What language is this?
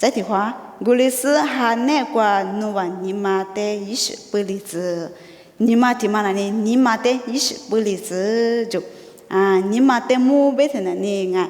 Lisu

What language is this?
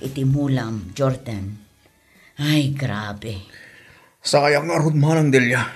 Iloko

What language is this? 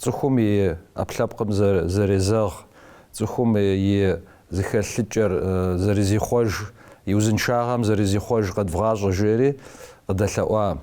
Kabardian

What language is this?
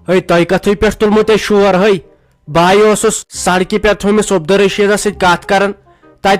Kashmiri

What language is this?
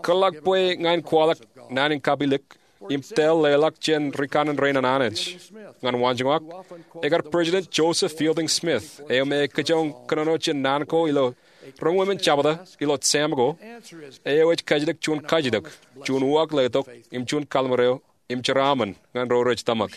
Marshallese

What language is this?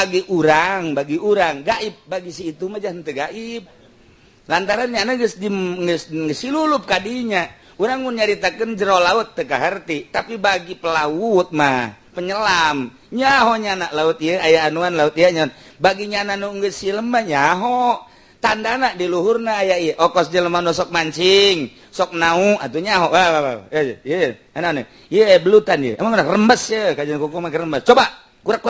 Sundanese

